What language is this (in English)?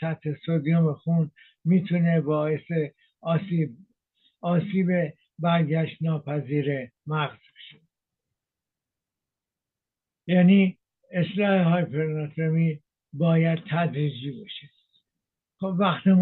Persian